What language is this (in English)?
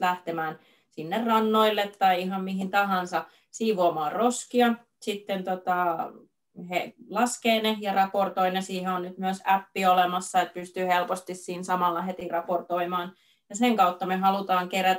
Finnish